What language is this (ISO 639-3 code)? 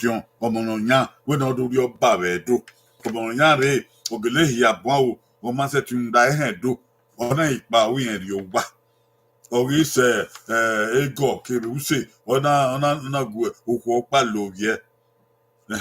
bin